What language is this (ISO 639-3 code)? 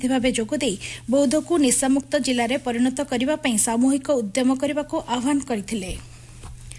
ori